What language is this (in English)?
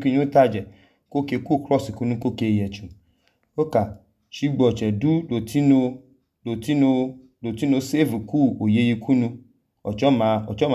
Idoma